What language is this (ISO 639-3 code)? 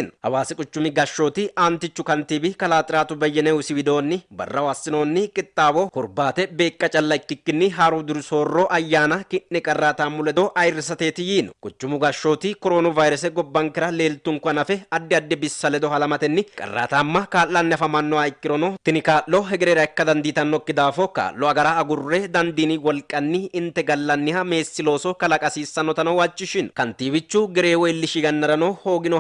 sid